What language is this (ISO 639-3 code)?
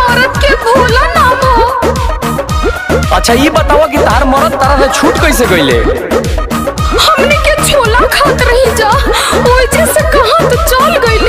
bho